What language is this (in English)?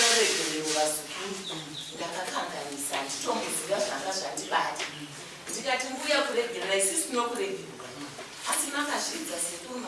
Shona